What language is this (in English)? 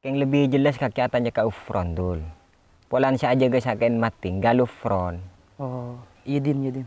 Madurese